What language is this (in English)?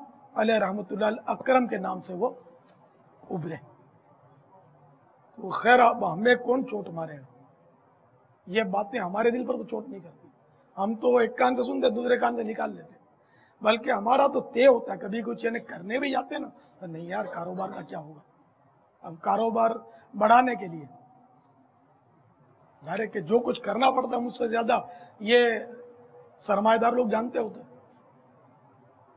Urdu